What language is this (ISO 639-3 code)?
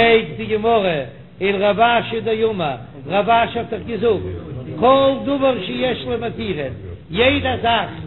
yid